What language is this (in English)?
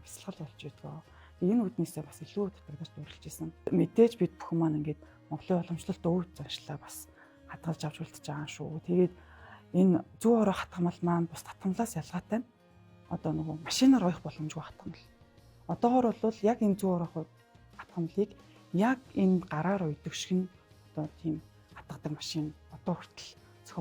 Mongolian